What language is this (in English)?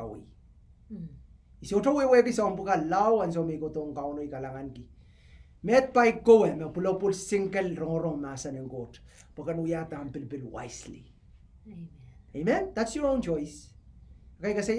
Pohnpeian